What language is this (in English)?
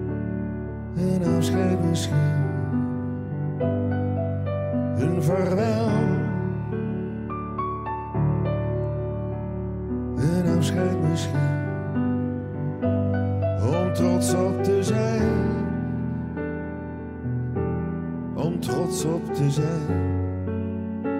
Dutch